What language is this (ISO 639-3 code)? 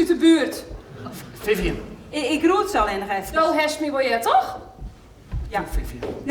fry